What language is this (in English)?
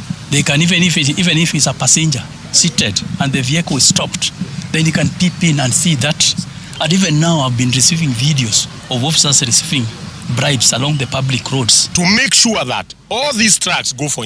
Gusii